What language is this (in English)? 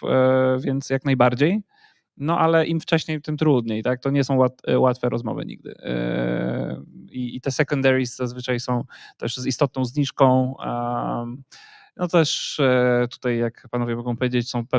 Polish